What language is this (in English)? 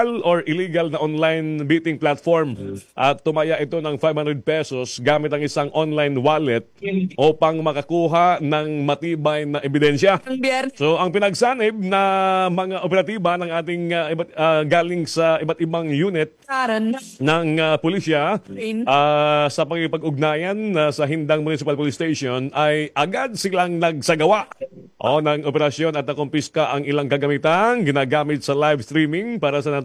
Filipino